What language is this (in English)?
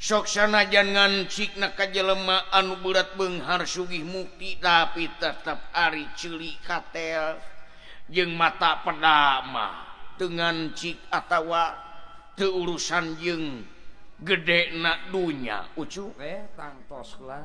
Sundanese